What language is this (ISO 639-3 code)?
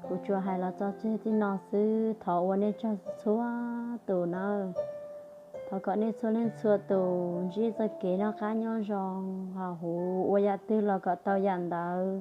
hmn